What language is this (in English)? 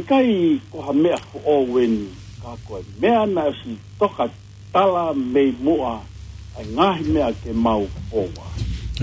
Tongan